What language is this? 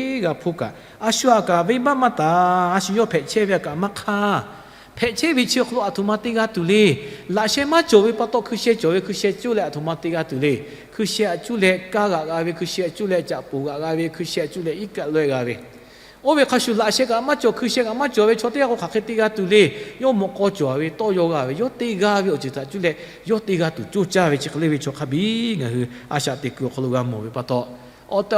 Lahu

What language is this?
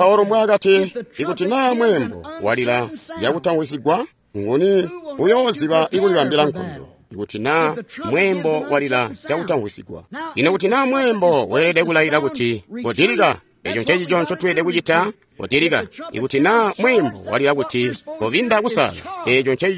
Tonga (Zambia)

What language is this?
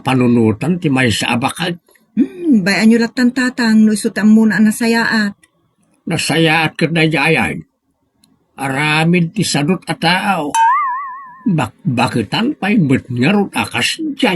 Iloko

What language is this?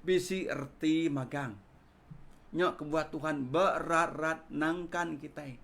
Iban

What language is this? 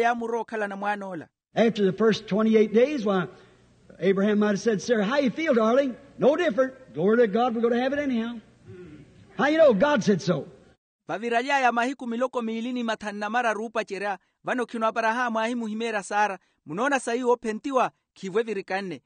Makhuwa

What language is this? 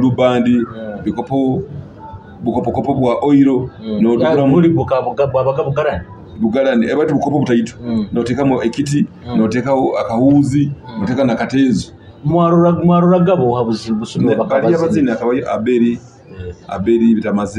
Nyoro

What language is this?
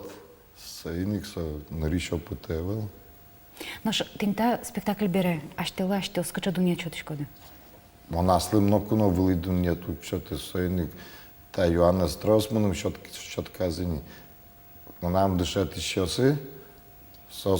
Udmurt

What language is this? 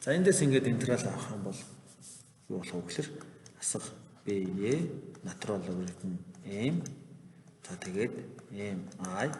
Mongolian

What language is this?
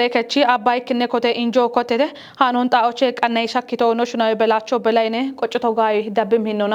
Kafa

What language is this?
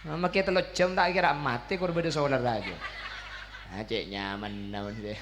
Madurese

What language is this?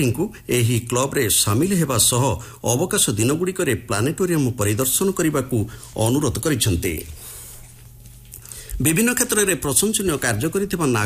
Odia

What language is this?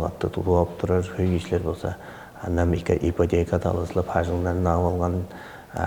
Tuvinian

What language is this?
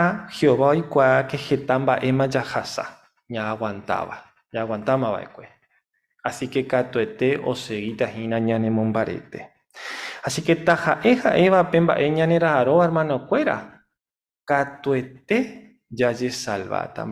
Guarani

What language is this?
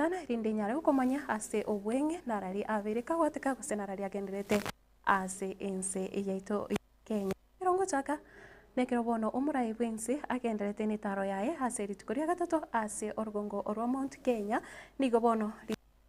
Gusii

